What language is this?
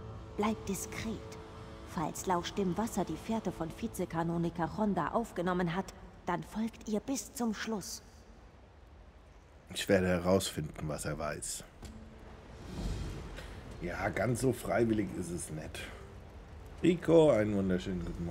German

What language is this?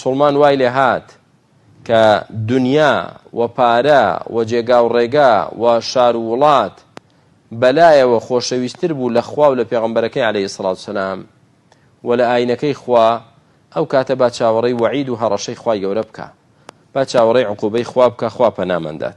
Central Kurdish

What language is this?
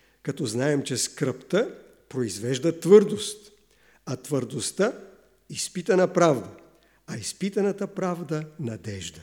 Bulgarian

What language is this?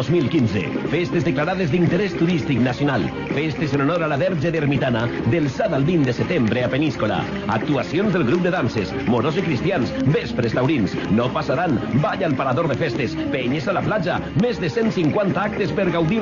Catalan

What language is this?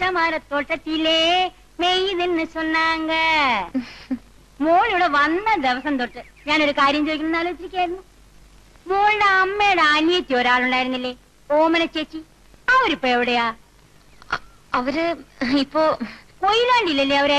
Malayalam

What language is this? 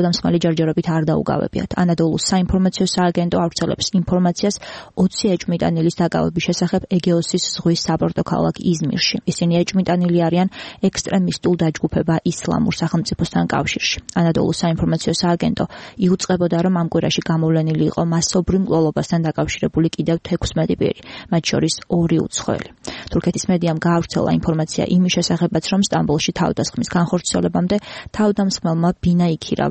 Georgian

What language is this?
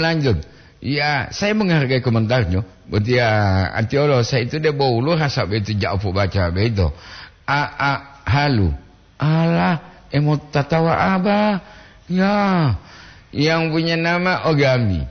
Gorontalo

